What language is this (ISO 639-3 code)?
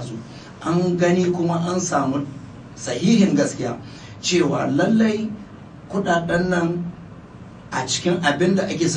hau